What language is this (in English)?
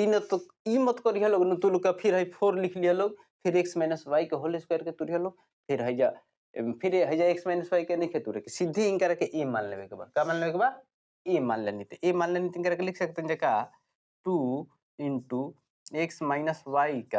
Bhojpuri